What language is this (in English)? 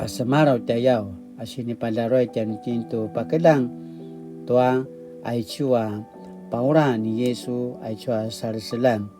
Paiwan